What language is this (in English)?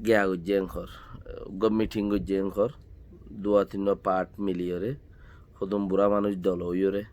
Rohingya